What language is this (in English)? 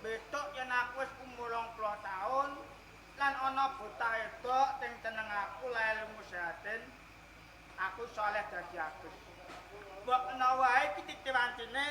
Javanese